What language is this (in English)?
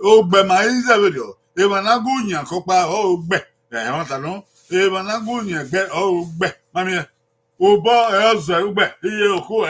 Bini